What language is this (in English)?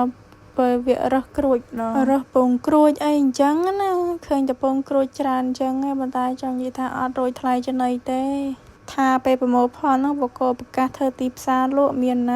Khmer